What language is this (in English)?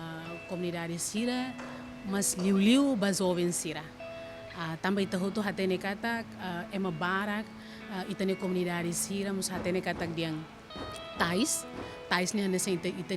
Tetum